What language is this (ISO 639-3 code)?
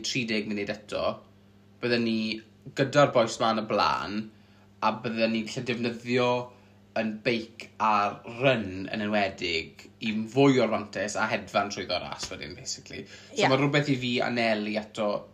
cym